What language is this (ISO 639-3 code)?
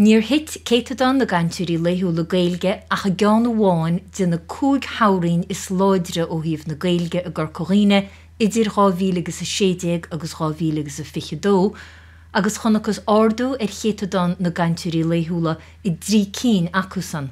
gle